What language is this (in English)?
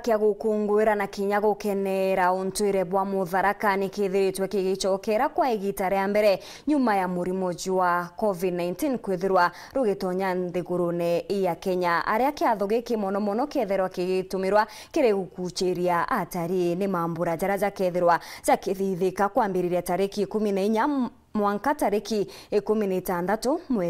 Meru